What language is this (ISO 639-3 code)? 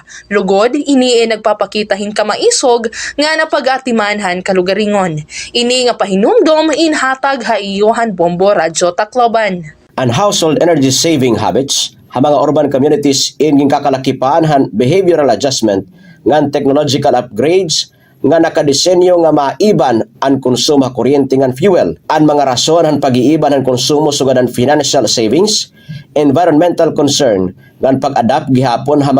war